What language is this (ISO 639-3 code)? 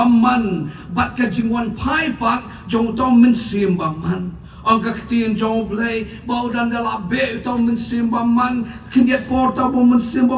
kha